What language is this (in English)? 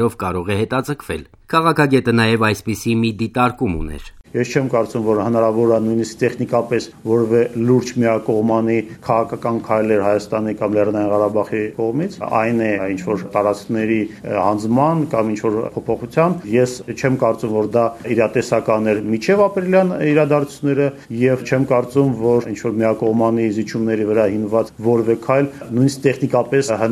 Armenian